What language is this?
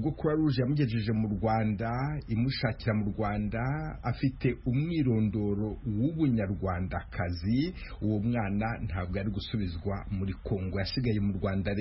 Kinyarwanda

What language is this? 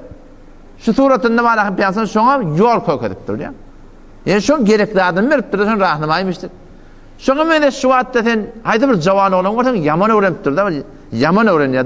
Turkmen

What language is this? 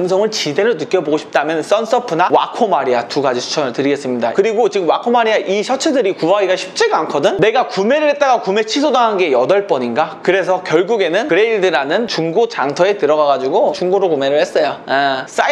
Korean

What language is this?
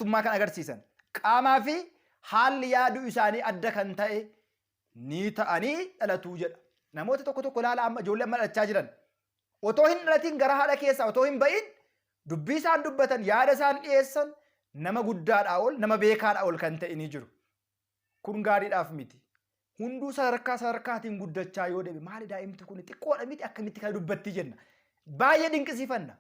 Oromo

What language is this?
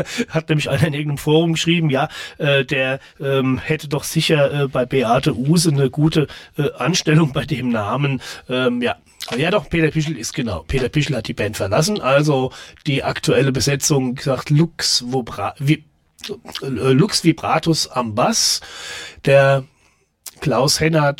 German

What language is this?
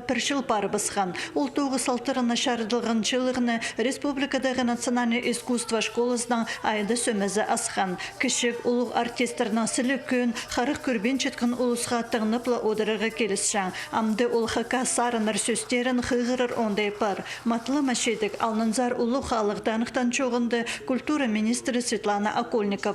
Khakas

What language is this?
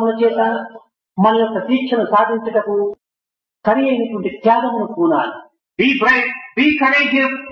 Telugu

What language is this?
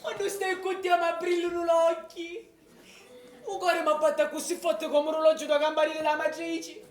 Sicilian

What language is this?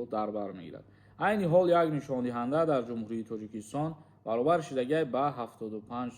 Tajik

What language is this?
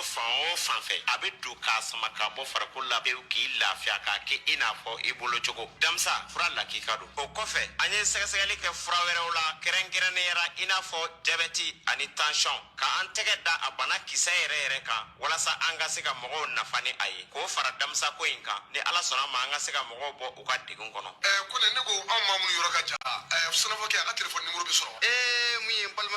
Bambara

